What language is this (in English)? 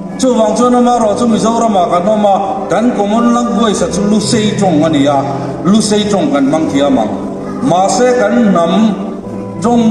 Hmar